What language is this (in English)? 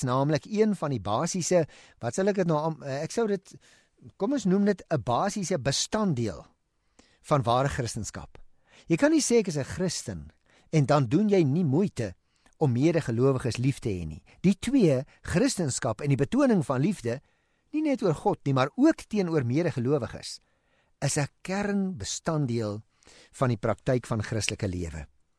Afrikaans